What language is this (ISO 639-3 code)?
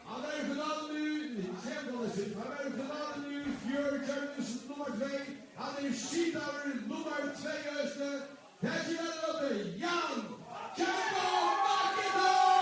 fao